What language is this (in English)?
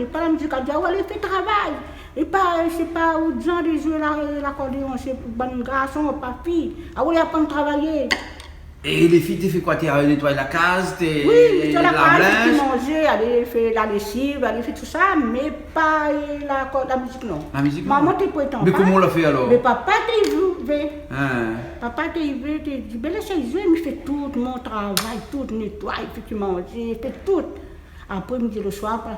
Réunion Creole French